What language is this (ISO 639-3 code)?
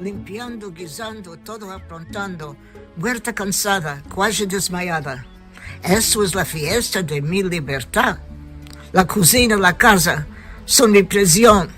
lad